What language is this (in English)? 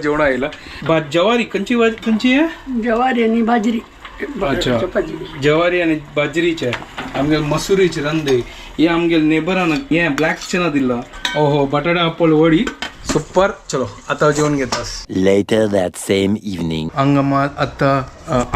Konkani